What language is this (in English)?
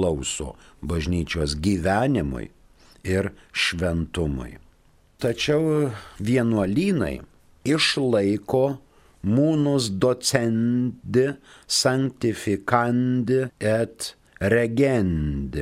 Lithuanian